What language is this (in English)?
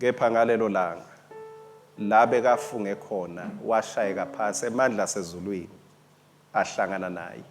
Swati